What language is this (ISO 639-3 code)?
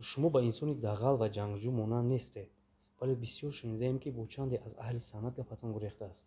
tgk